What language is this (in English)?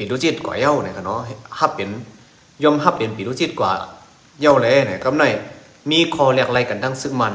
Shan